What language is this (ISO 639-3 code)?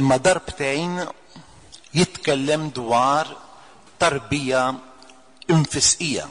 mlt